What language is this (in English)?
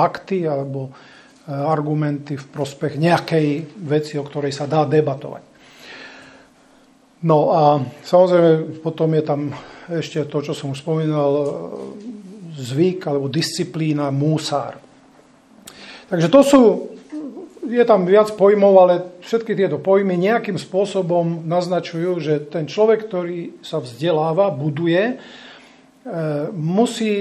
Slovak